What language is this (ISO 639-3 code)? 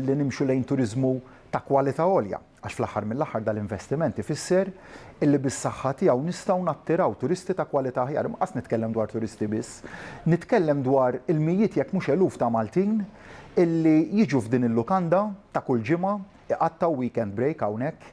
mlt